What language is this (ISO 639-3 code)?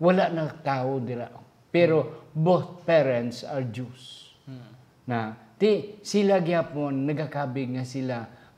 hil